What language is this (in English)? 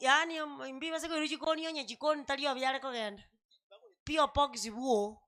Gusii